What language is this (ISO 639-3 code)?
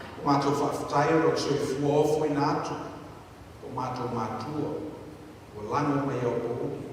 smo